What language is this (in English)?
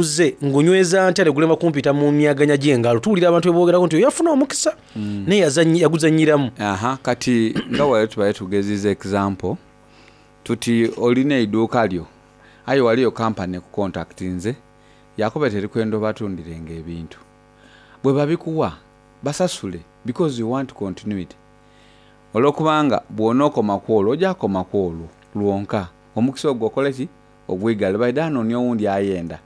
Soga